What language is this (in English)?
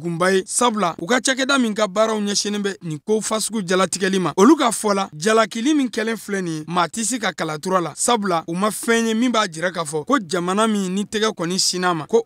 Bambara